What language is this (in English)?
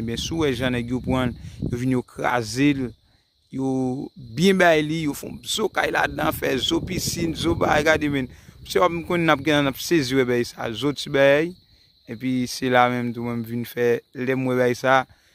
Haitian Creole